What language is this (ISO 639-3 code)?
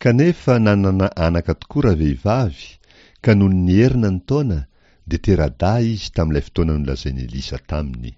mlg